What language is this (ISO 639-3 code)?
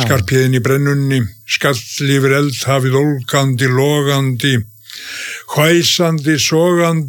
isl